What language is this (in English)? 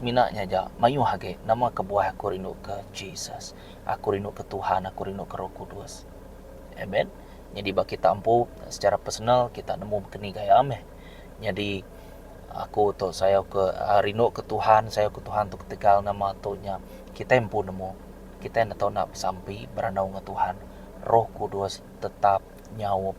Iban